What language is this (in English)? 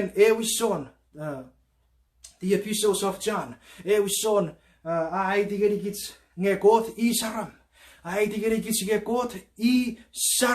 Chuukese